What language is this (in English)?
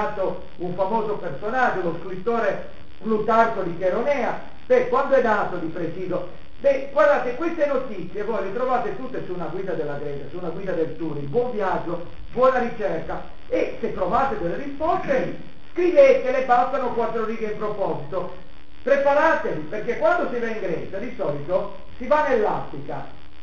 Italian